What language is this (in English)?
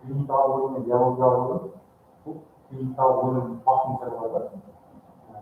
Kara-Kalpak